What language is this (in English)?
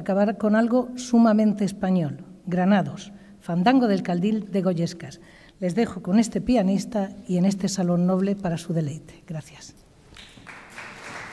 Spanish